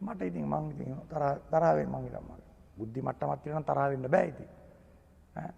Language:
Sinhala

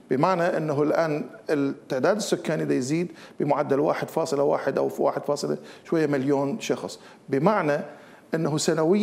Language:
Mesopotamian Arabic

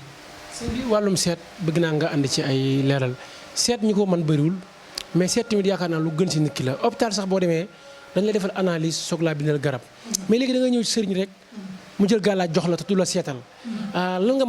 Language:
Wolof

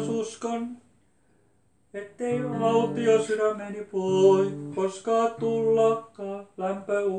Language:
Finnish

